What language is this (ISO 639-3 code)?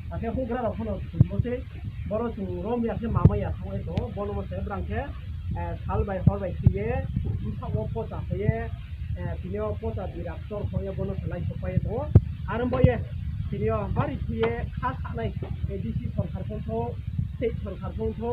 ria